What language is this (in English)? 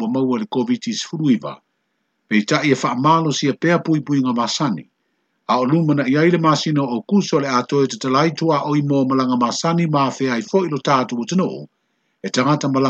Samoan